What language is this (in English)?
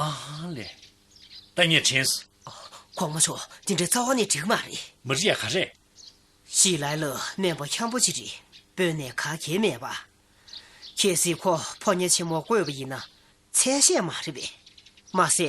Tibetan